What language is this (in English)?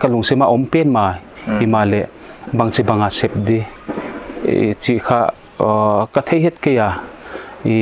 Paite Chin